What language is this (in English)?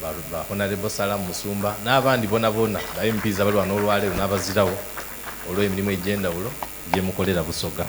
Soga